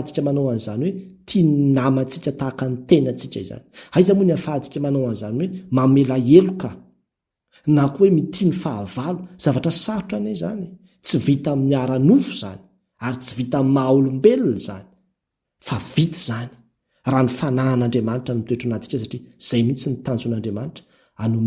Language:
Malagasy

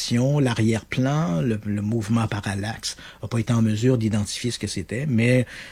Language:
French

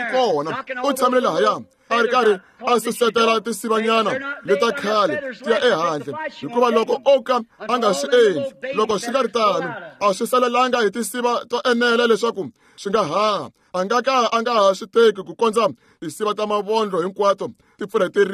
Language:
Tsonga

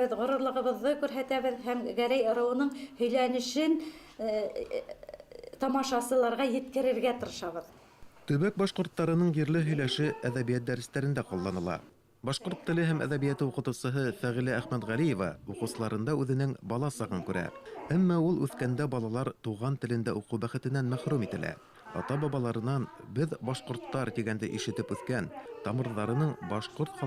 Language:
Bashkir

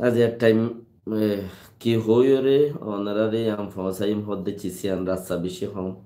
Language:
Rohingya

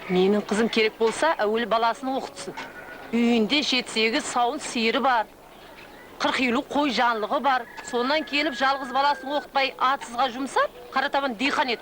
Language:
Kara-Kalpak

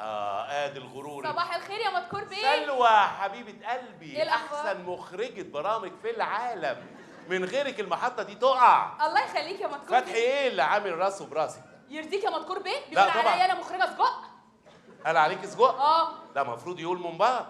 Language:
Egyptian Arabic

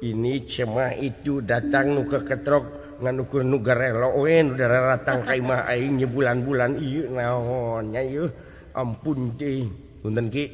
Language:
Sundanese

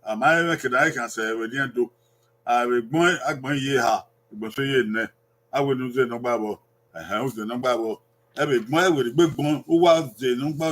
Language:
Bini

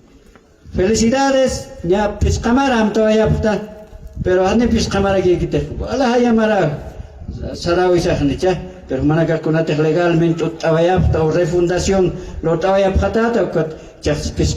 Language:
Aymara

